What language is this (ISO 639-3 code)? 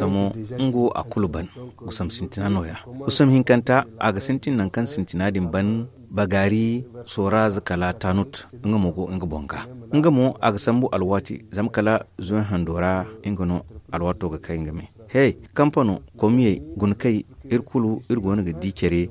dje